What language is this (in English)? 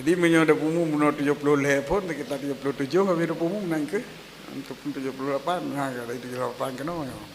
Achinese